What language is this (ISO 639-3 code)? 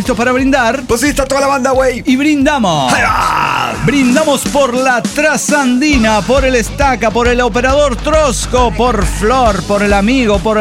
spa